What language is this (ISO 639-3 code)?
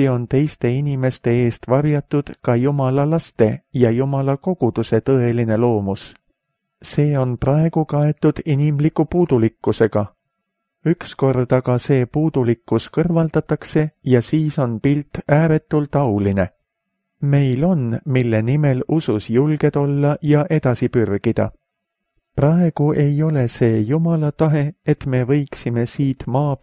est